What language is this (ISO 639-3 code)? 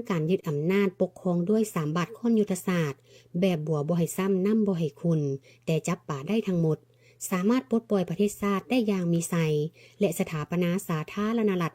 lao